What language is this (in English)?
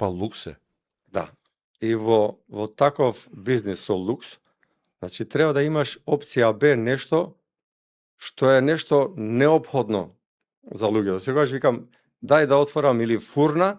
Macedonian